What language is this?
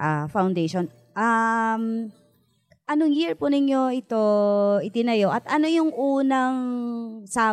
Filipino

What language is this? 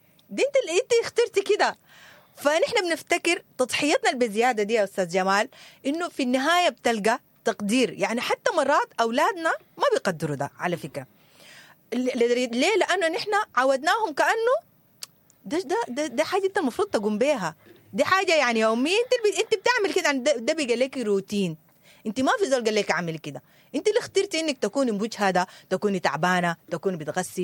Sudanese Arabic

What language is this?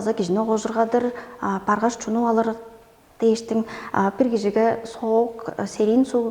Tuvinian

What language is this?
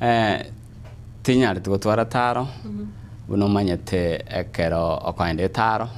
Gusii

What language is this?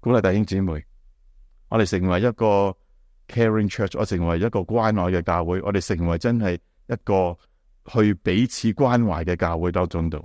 Cantonese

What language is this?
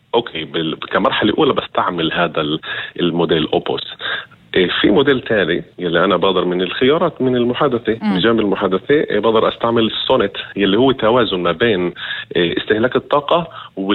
North Levantine Arabic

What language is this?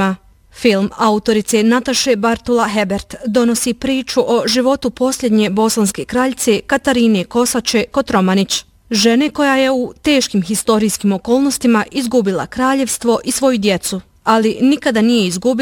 Bosnian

